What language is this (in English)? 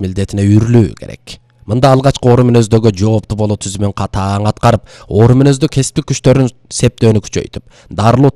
Kyrgyz